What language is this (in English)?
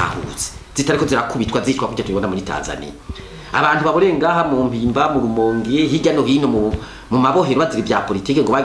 Rundi